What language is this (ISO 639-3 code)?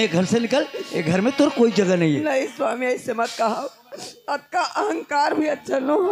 hne